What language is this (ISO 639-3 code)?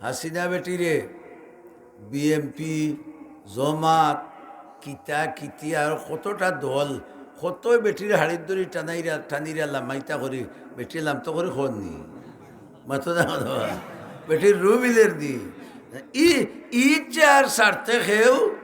syl